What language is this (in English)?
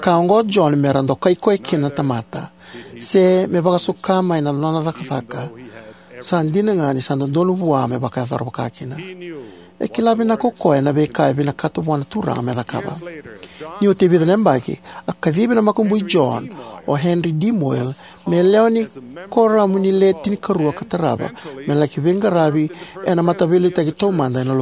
Fijian